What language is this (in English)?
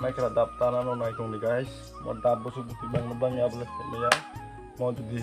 Kok Borok